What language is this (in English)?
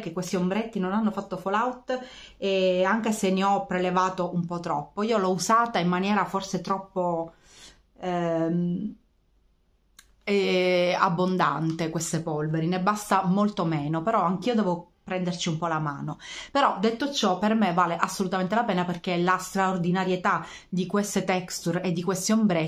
Italian